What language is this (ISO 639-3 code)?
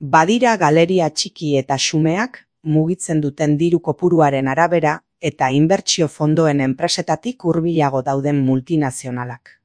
eus